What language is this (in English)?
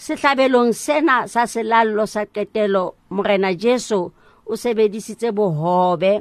Southern Sotho